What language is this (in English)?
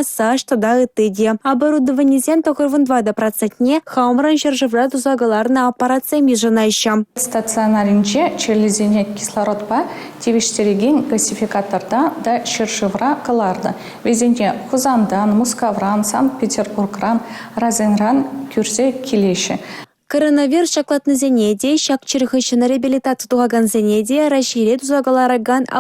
Chuvash